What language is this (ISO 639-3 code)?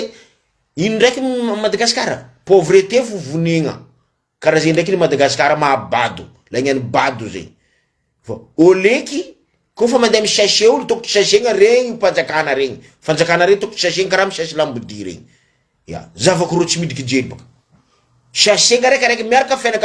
mlg